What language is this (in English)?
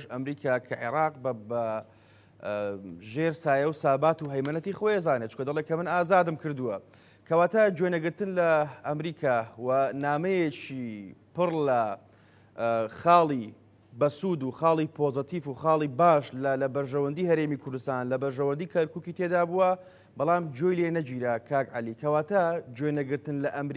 Central Kurdish